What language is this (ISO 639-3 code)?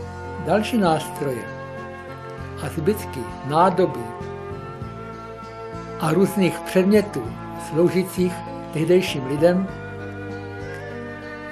ces